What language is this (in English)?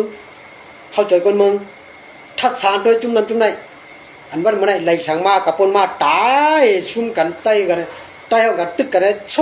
Shan